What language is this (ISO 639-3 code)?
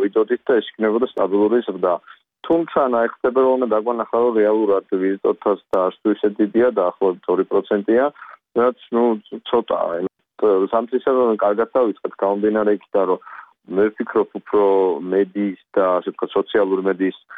kat